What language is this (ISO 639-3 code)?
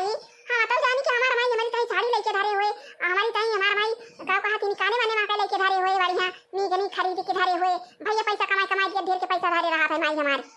awa